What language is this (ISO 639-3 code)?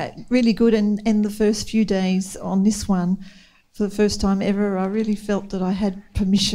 eng